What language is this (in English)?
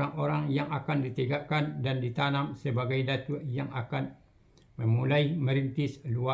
Minangkabau